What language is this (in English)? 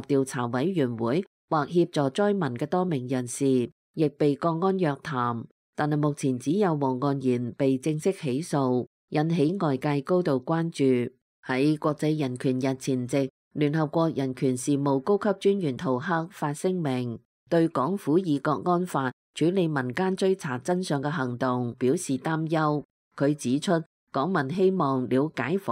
Cantonese